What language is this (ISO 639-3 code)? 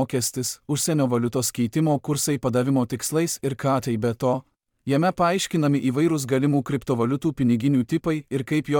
lit